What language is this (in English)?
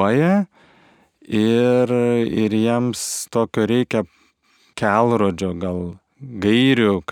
Lithuanian